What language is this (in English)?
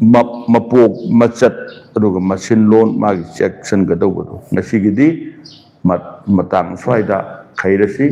Manipuri